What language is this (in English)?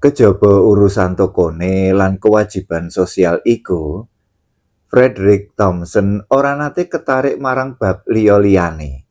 Javanese